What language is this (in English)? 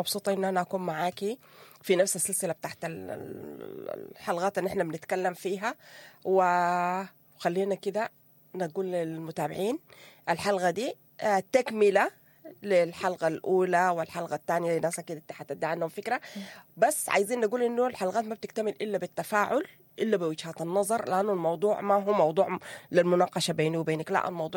Sudanese Arabic